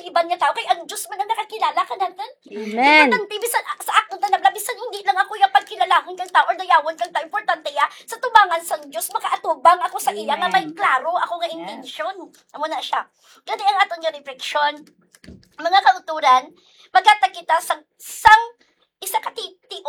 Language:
Hiligaynon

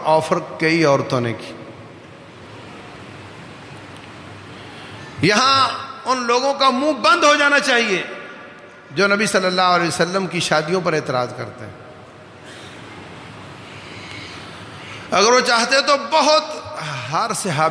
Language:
Urdu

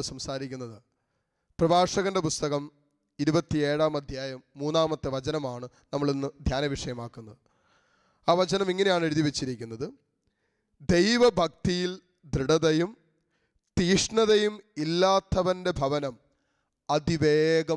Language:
Malayalam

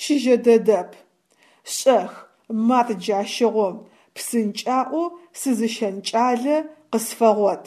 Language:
Adyghe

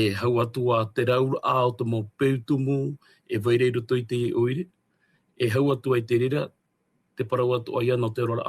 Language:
Tahitian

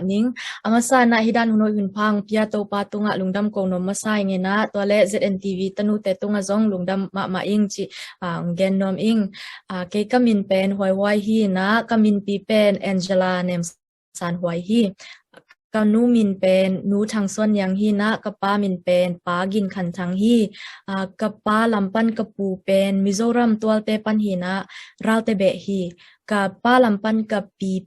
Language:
Tedim Chin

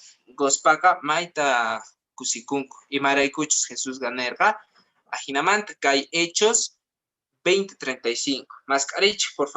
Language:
Quechua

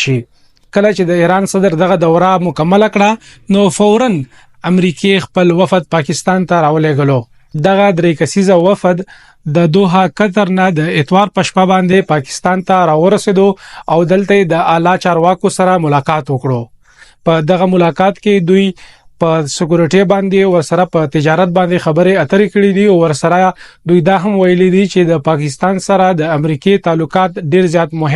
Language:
Pashto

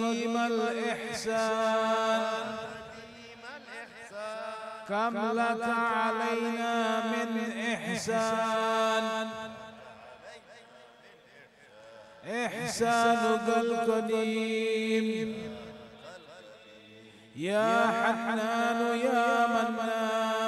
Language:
Arabic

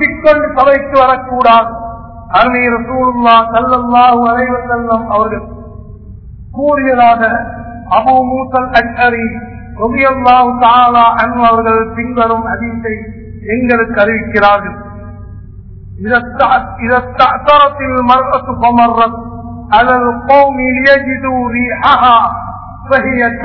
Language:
Tamil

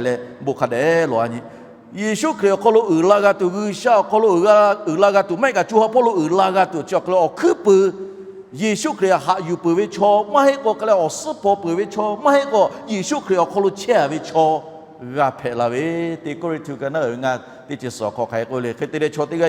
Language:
Lahu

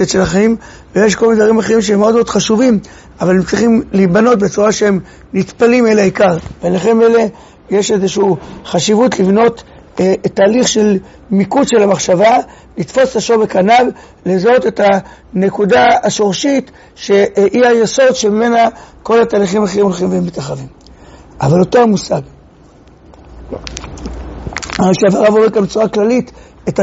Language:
Hebrew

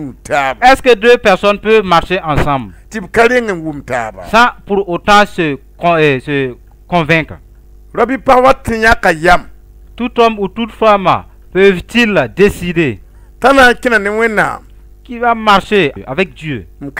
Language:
Mossi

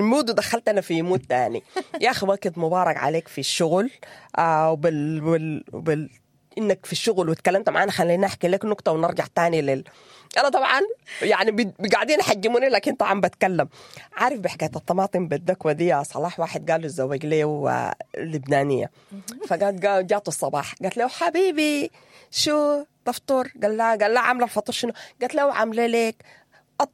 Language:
Sudanese Arabic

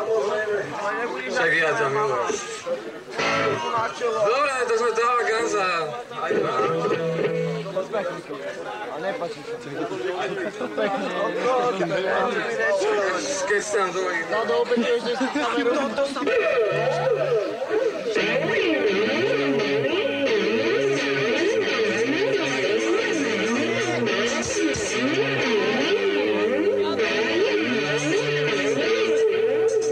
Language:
Slovak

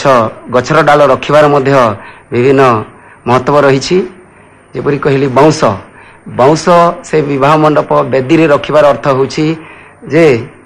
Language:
Odia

